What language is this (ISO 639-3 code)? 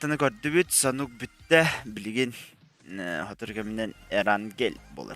sah